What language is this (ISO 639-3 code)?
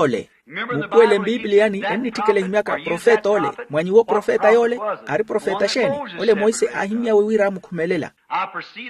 vmw